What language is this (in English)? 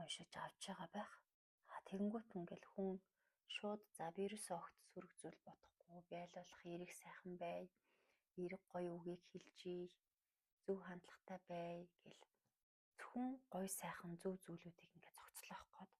Mongolian